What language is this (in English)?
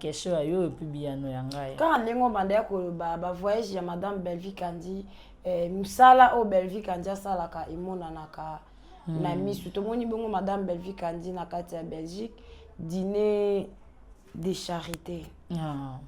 Lingala